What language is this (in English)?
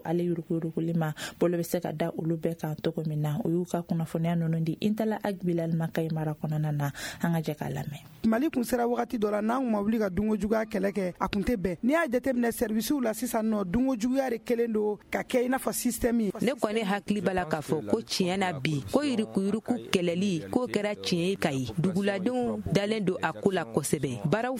Bambara